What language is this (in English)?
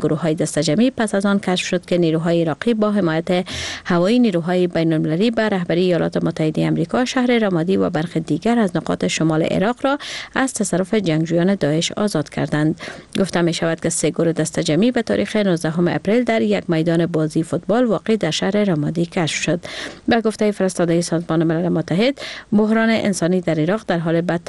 Persian